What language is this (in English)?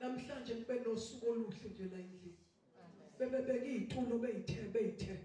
Zulu